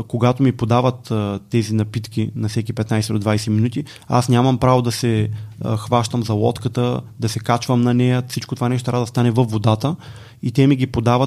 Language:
Bulgarian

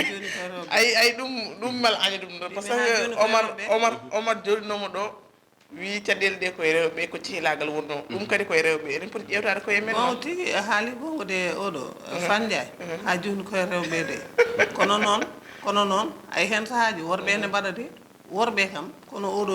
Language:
Fula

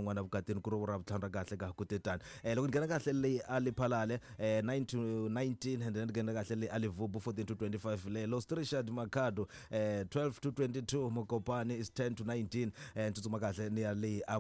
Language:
Tsonga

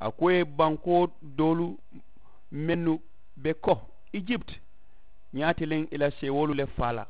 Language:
Mandingo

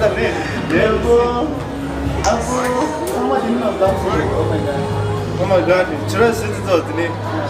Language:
Tibetan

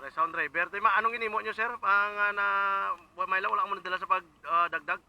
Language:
Hiligaynon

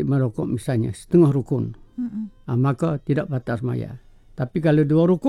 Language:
Malay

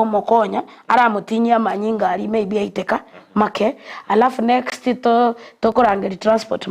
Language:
Gusii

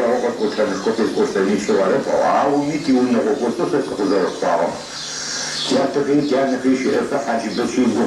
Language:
Adyghe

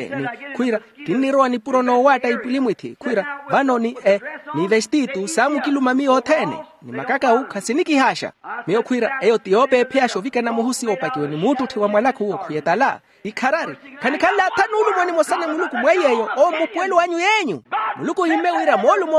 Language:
Makhuwa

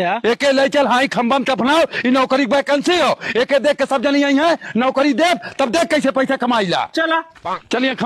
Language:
Awadhi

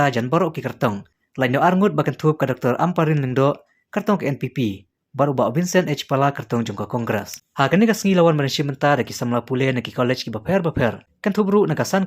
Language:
Khasi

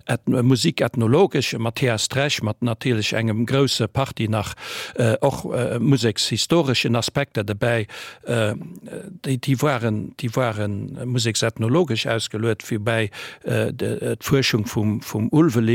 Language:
Luxembourgish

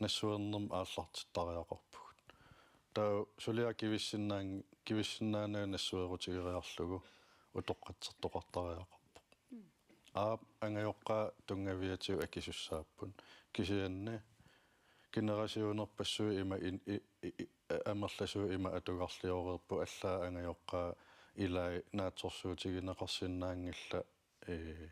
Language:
Kalaallisut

